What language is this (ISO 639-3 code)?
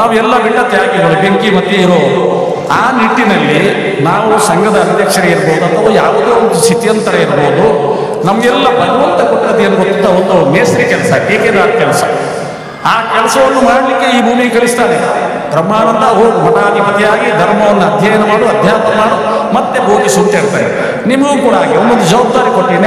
kan